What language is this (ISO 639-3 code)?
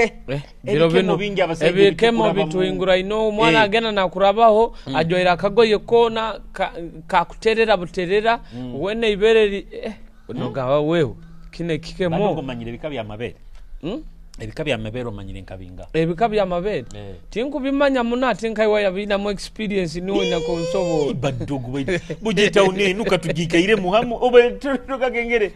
nyo